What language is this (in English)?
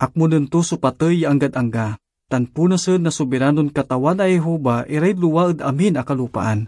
Pangasinan